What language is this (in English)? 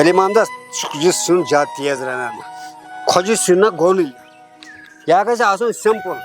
Kashmiri